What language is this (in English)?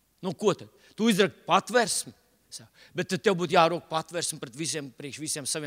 Latvian